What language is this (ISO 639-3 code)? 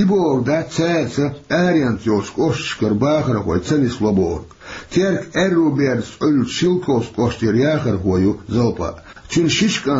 che